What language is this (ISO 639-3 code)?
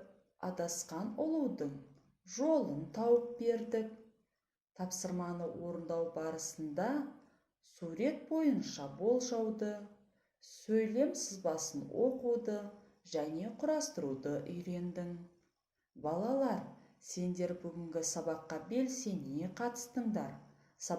kaz